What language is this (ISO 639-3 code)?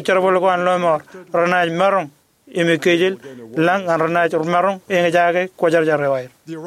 mah